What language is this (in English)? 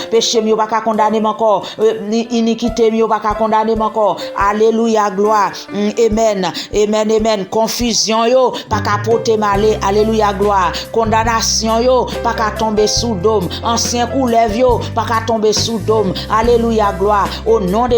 Haitian Creole